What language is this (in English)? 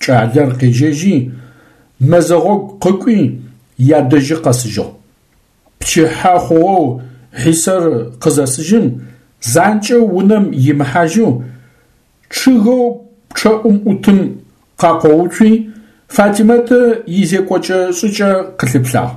Adyghe